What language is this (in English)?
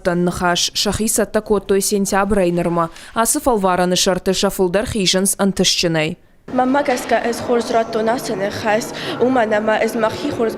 Ossetic